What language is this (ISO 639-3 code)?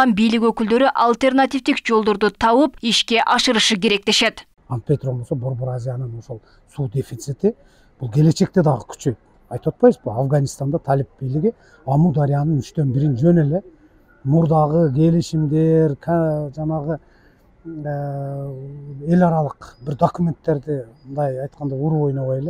kir